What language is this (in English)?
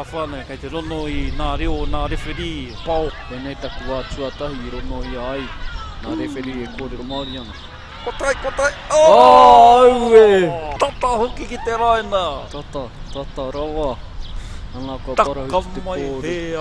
Māori